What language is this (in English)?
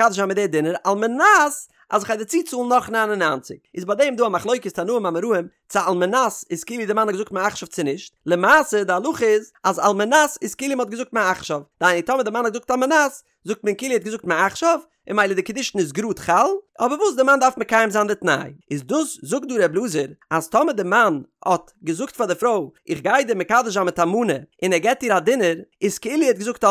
Yiddish